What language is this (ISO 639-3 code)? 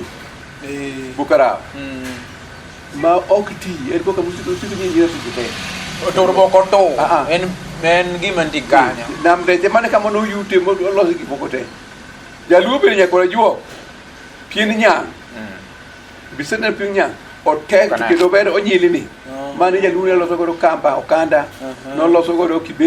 luo